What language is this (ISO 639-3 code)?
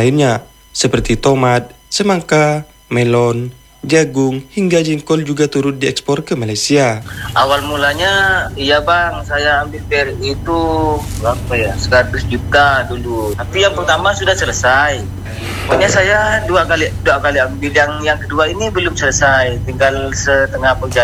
ind